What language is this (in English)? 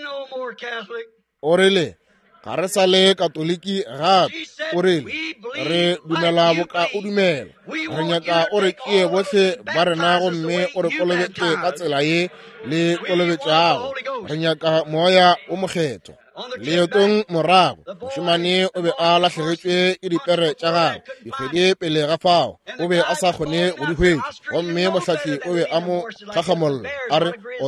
Northern Sotho